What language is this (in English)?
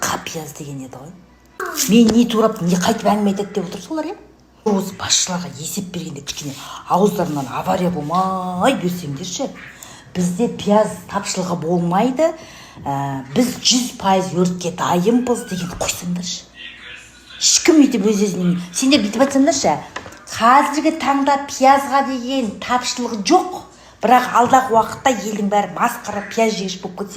Kazakh